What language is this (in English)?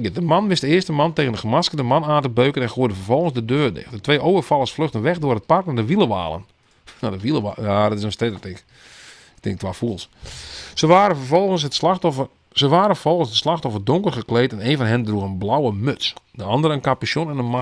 Western Frisian